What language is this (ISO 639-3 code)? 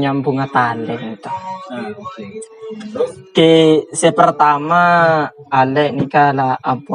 mad